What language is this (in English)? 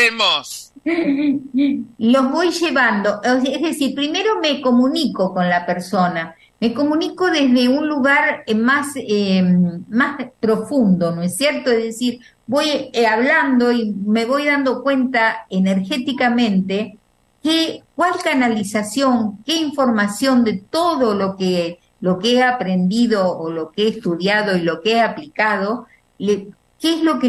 Spanish